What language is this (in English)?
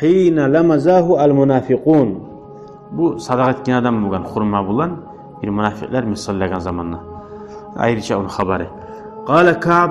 Kumyk